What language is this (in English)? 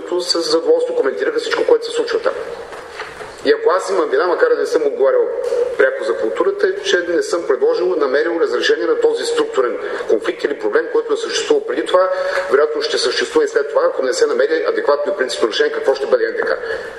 Bulgarian